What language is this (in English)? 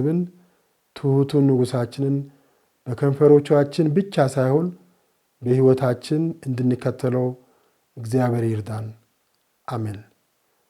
Amharic